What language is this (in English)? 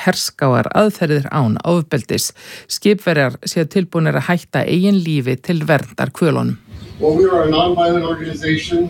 Icelandic